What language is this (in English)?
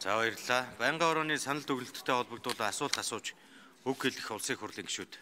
Mongolian